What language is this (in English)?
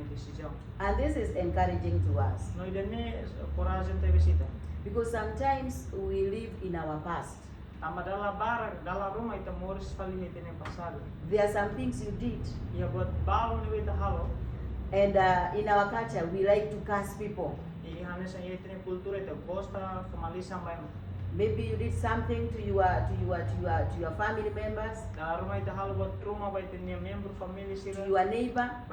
Tetum